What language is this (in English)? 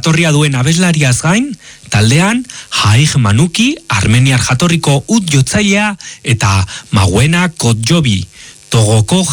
Basque